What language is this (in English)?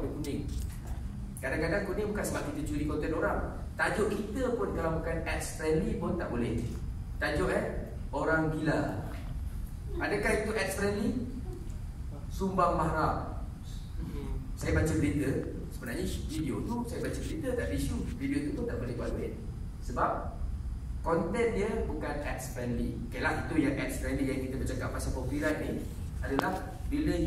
Malay